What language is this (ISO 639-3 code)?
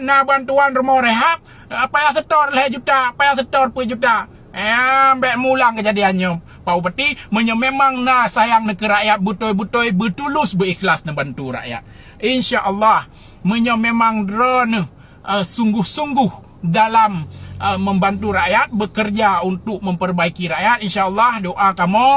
ace